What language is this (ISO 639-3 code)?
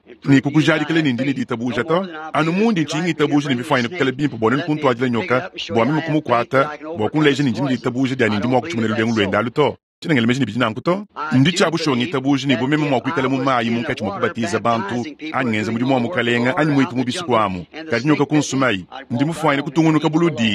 lua